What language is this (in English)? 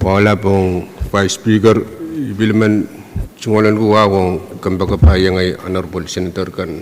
Pohnpeian